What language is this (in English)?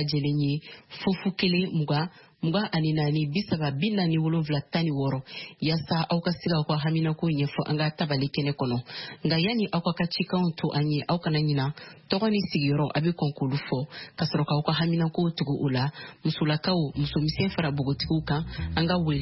Bambara